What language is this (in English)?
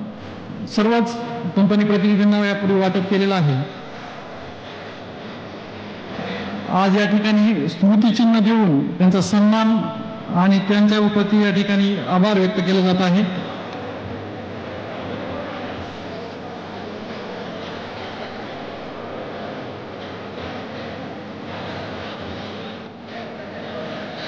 Marathi